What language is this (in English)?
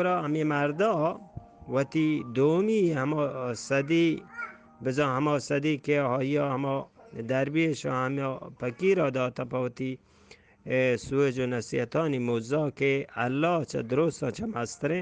Eastern Balochi